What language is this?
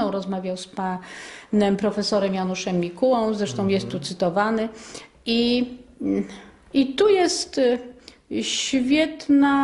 Polish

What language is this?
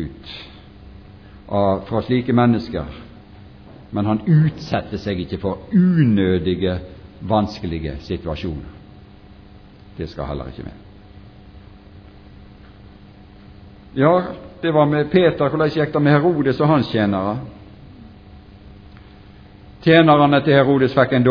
Norwegian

